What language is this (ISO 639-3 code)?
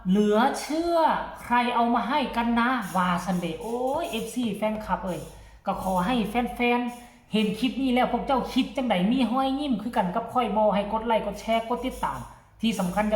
tts